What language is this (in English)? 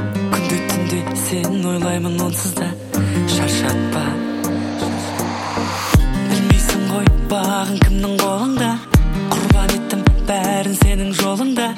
Kazakh